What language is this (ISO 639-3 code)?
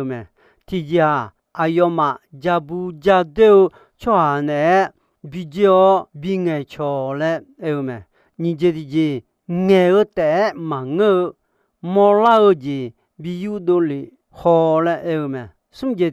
ahk